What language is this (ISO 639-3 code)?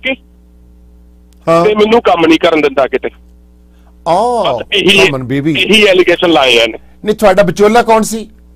pan